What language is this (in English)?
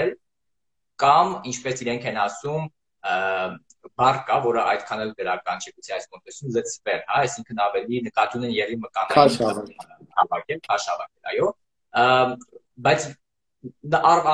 Armenian